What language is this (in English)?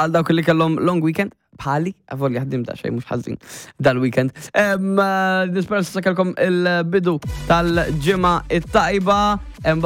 Maltese